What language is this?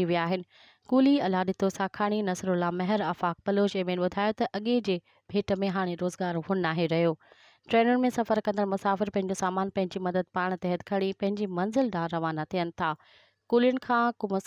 Sindhi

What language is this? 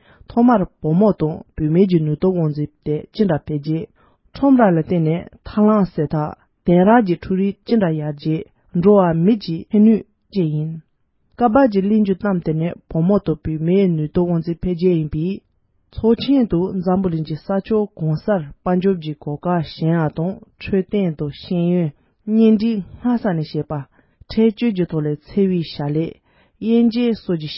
Tibetan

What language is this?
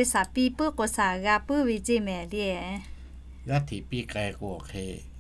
Lahu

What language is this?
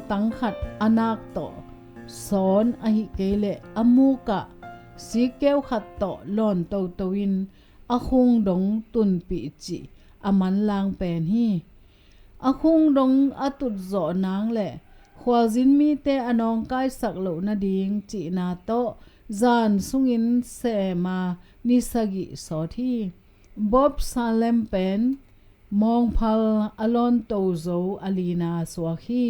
Tedim Chin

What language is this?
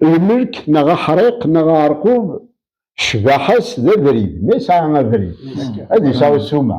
Kabyle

